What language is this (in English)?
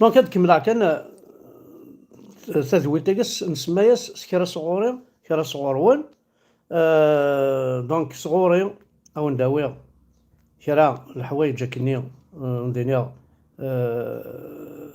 Kabyle